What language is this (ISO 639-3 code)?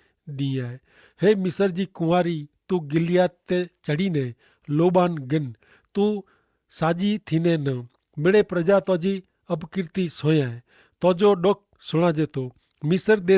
kfr